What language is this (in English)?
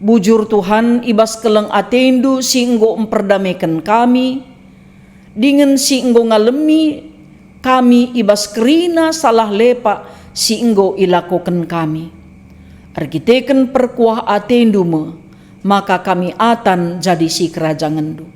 Batak Karo